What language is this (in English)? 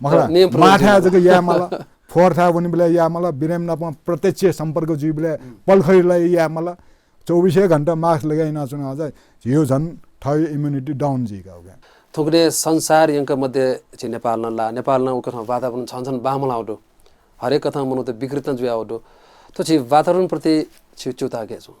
Newari